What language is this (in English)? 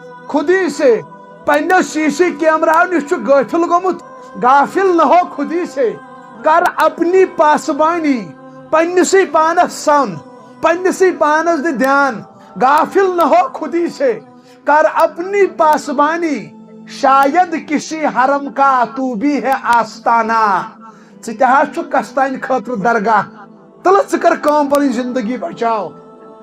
Kashmiri